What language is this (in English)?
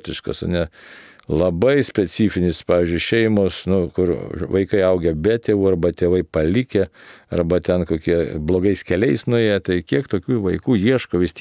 Lithuanian